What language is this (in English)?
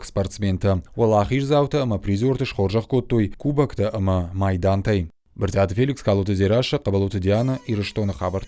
Ossetic